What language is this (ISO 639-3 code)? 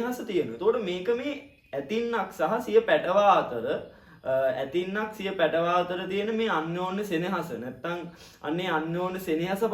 sin